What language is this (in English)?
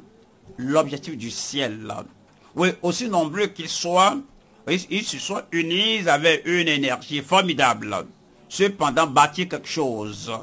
French